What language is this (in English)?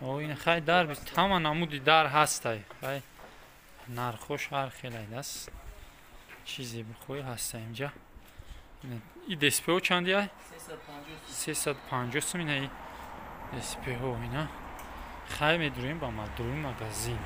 Tajik